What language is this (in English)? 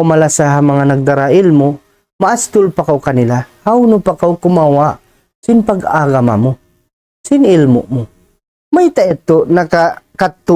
Tausug